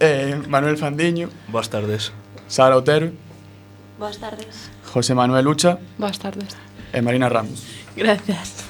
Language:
Galician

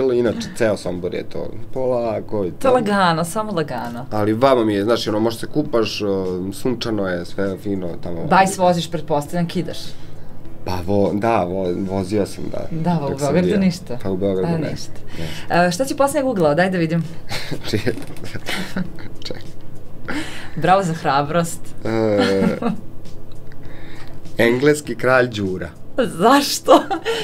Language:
Serbian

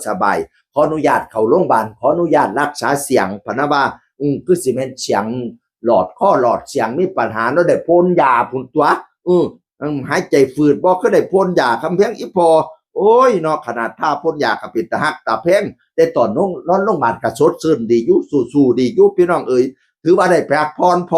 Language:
Northeastern Thai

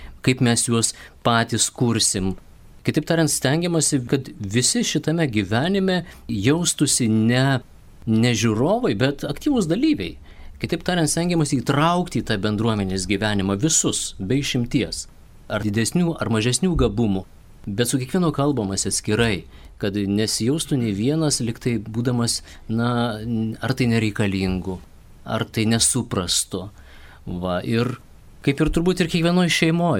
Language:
Lithuanian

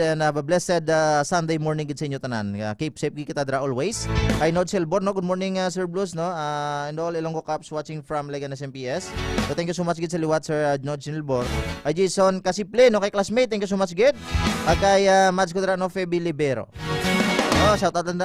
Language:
Hiligaynon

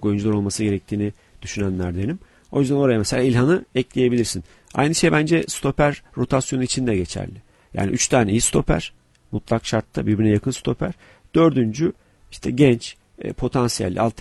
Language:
Turkish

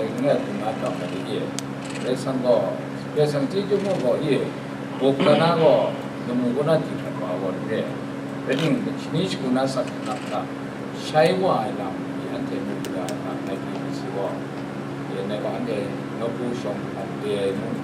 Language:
Kachin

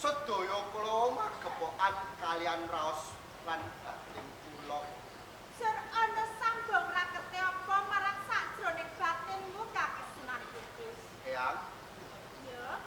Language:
Javanese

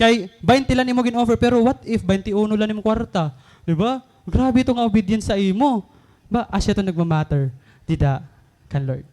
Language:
Waray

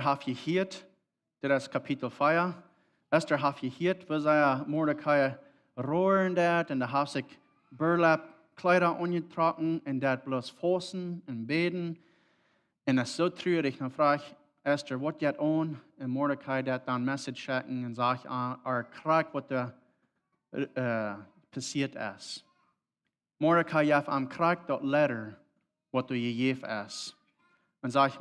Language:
Plautdietsch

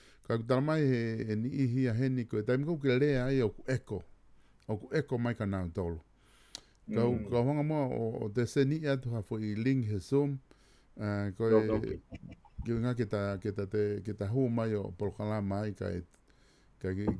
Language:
Tongan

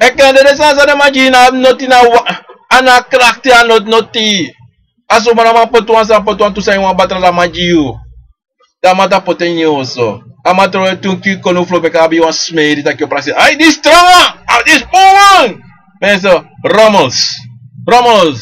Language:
Sranan Tongo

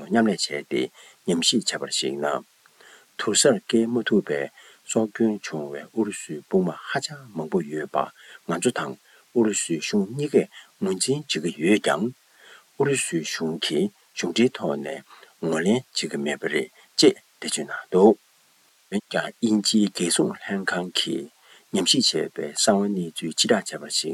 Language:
Tibetan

